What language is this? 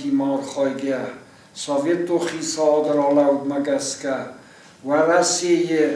Ossetic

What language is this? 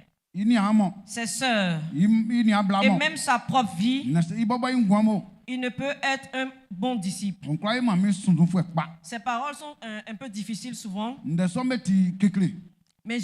Baoulé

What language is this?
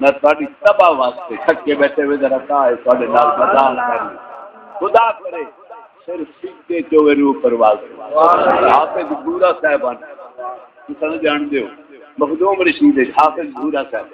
Saraiki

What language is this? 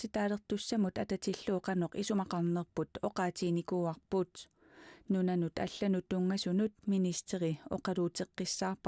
Kalaallisut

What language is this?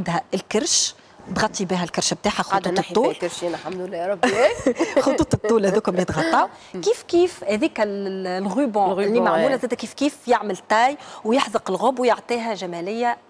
Tunisian Arabic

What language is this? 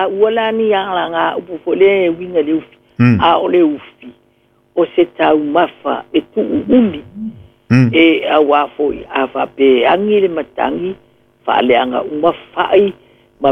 Samoan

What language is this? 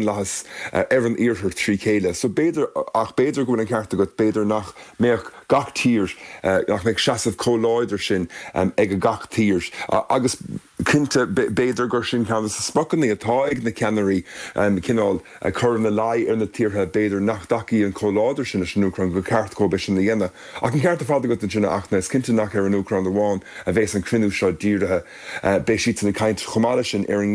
Irish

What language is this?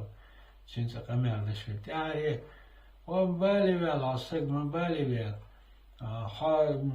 Chechen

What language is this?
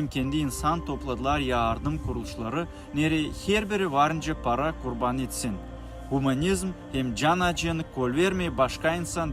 Gagauz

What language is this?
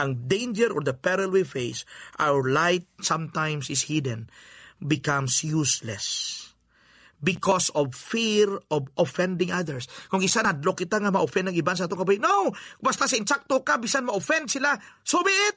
Hiligaynon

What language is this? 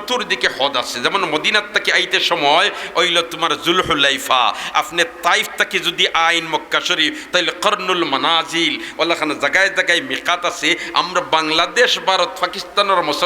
Sylheti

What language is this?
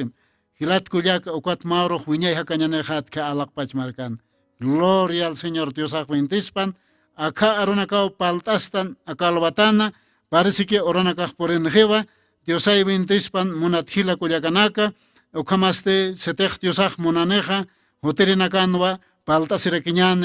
Aymara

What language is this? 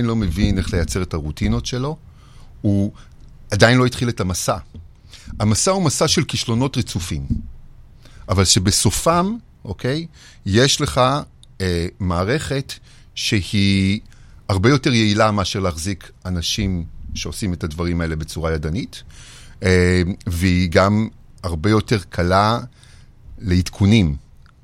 Hebrew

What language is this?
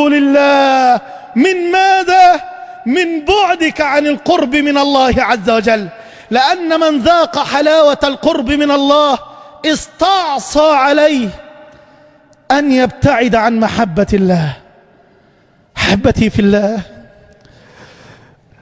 Arabic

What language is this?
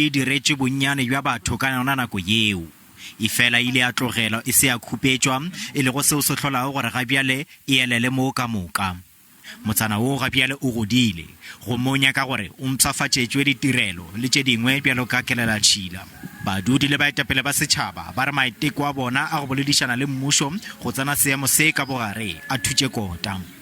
Northern Sotho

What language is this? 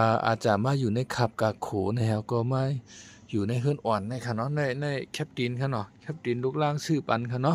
Shan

